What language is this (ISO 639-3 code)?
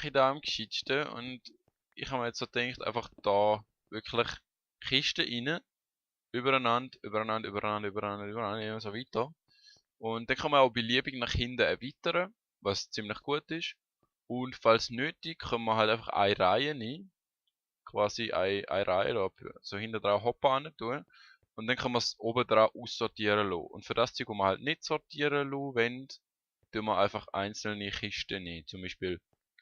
gsw